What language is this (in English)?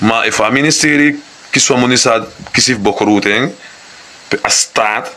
Sranan Tongo